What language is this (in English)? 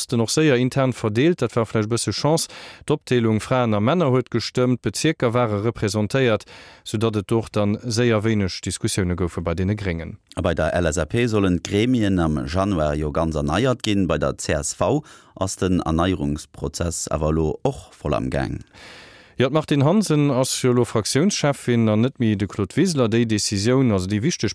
Luxembourgish